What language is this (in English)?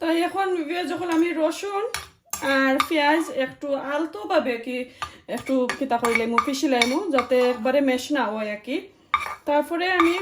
Sylheti